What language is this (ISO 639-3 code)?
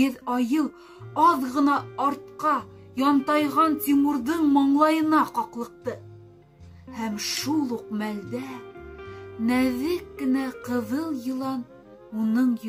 bak